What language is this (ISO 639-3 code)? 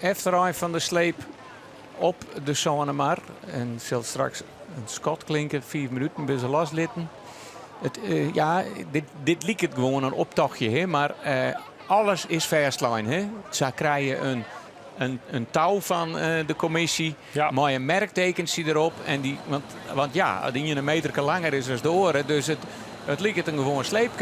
fry